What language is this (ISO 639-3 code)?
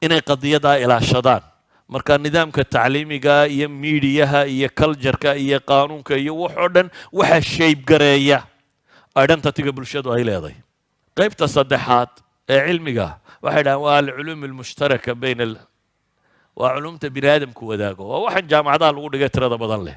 som